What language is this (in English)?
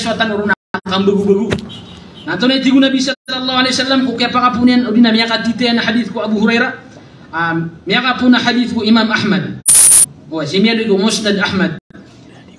Maranao